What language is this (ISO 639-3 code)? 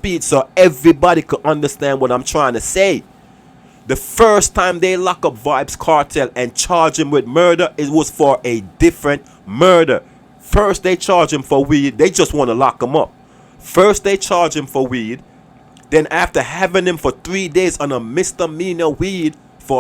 jam